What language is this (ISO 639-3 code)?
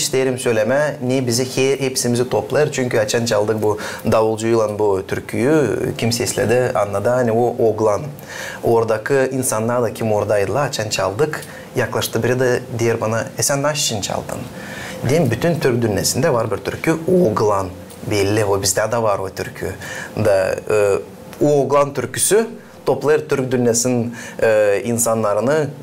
gag